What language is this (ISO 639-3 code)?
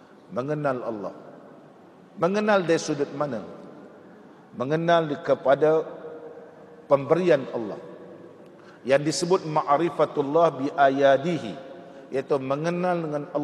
msa